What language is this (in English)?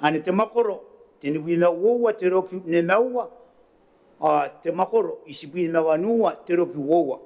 Gilbertese